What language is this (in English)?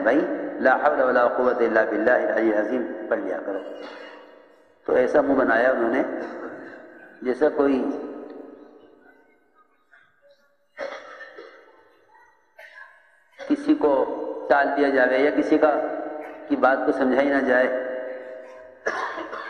Urdu